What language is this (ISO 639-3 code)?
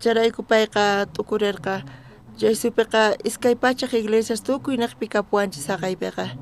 quh